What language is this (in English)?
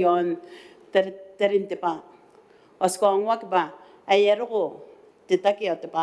Gilbertese